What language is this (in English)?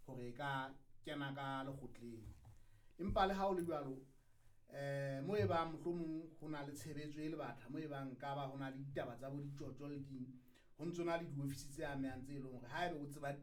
Southern Sotho